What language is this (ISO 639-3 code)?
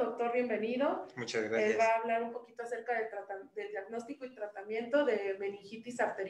spa